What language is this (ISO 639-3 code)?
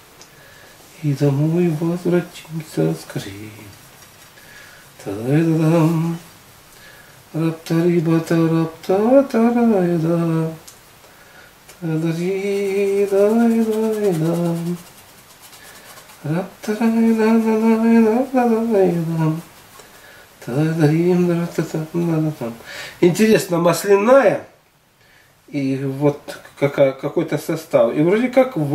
rus